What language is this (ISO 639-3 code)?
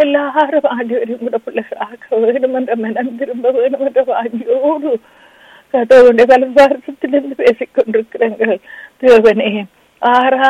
tam